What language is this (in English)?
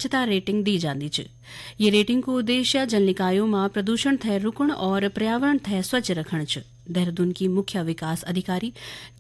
Garhwali